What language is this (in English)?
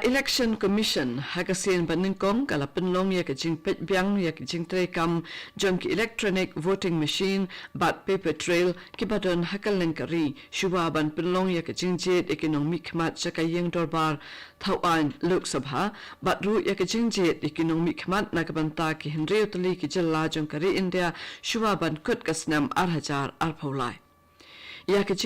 Khasi